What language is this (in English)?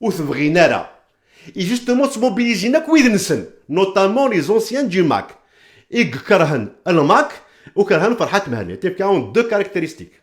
Kabyle